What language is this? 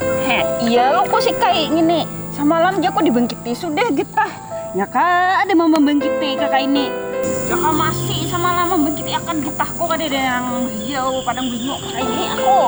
Banjar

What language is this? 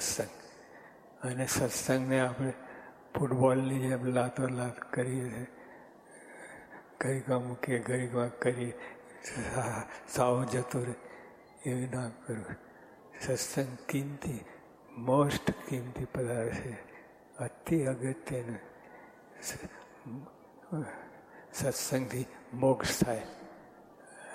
Gujarati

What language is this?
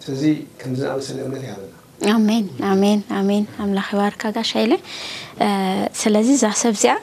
Tigrinya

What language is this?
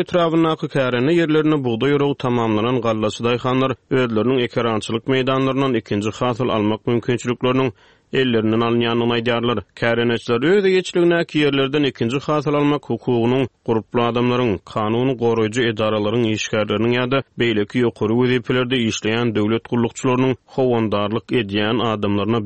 Turkmen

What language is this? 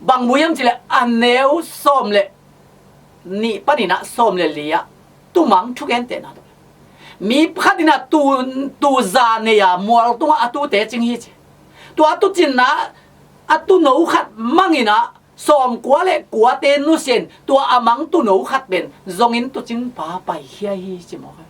Tedim Chin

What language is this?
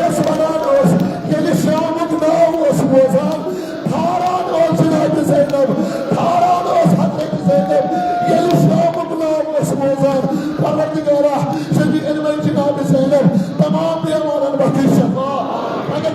Kashmiri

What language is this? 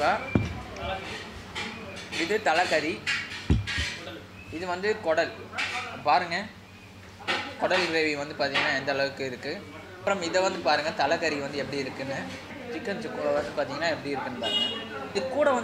Tamil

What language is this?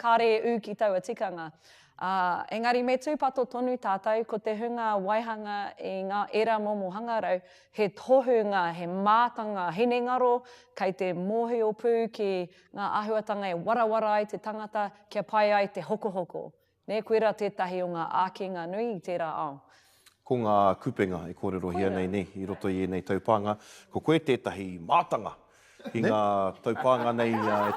Māori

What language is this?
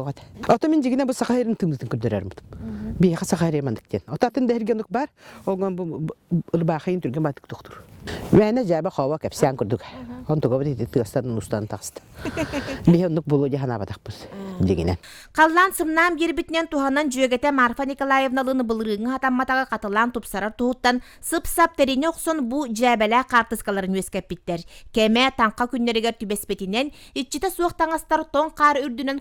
Yakut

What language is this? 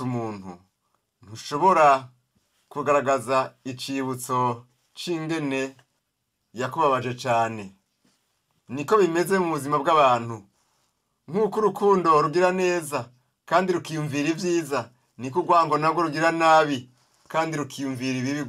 Rundi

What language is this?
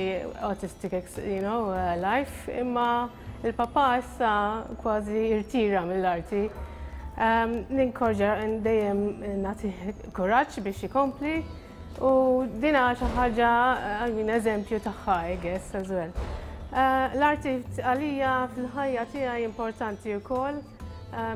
Maltese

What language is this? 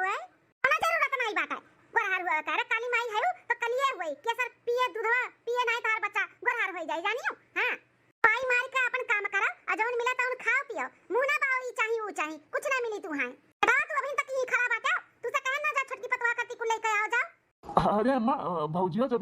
Awadhi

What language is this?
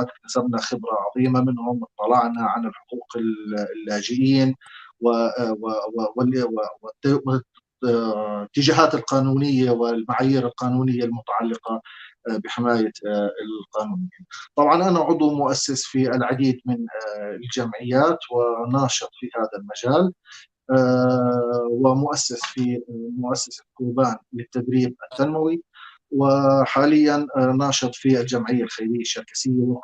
North Levantine Arabic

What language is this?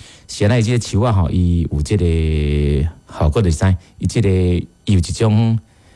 Min Nan Chinese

